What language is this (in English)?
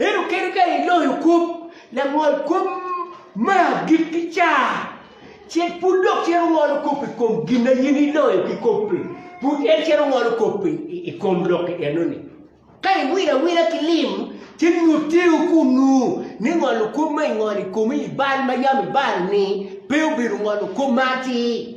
Acoli